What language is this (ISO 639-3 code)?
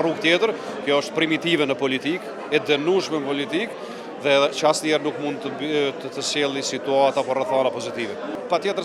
sqi